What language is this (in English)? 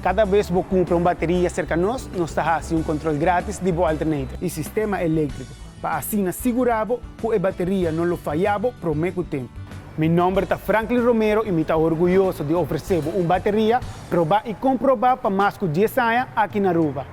Papiamento